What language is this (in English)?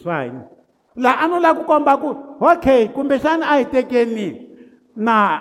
Tsonga